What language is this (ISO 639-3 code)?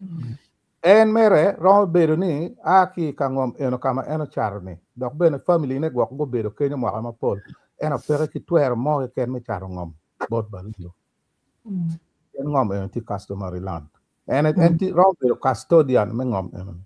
ach